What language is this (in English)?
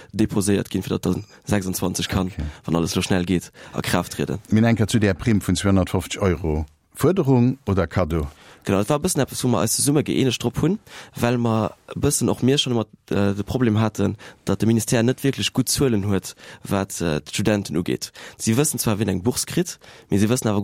Luxembourgish